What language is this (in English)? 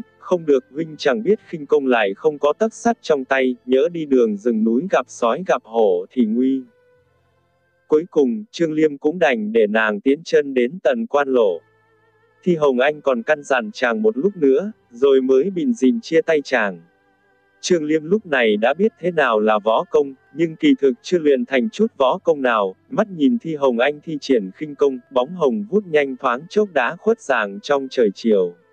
Vietnamese